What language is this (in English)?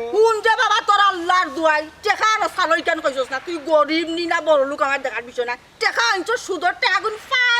Sylheti